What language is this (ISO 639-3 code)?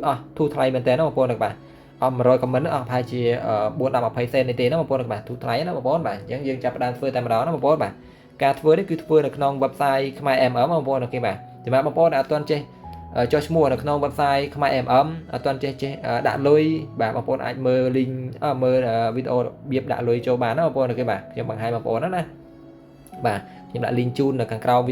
khm